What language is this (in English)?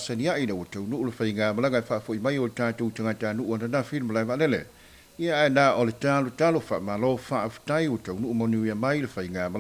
Samoan